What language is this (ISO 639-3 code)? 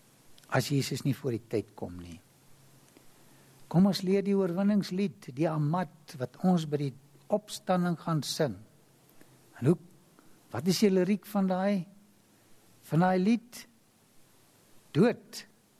afr